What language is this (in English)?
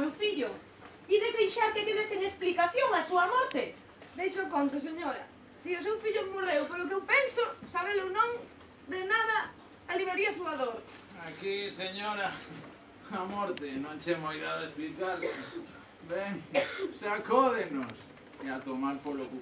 Galician